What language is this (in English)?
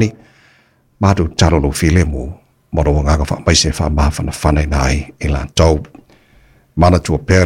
Samoan